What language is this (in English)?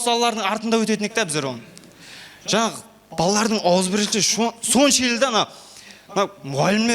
Kara-Kalpak